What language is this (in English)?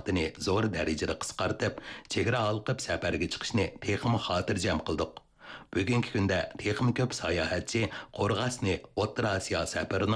Uyghur